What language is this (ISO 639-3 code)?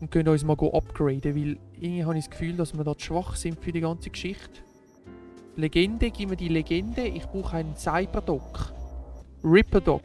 gsw